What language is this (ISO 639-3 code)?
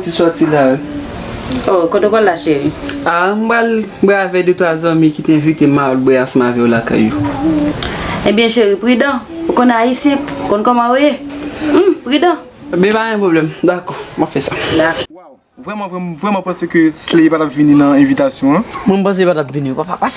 hat